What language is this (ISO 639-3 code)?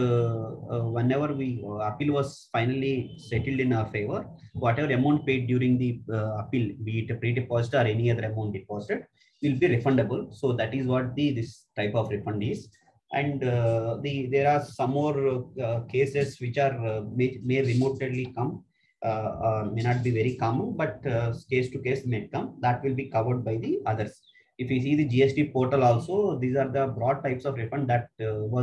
eng